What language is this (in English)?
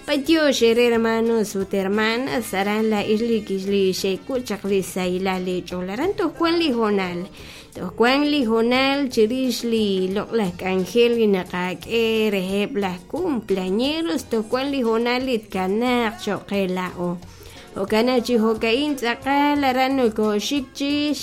Kekchí